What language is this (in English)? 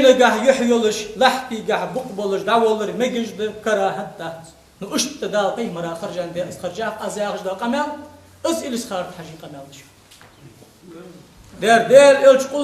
Ingush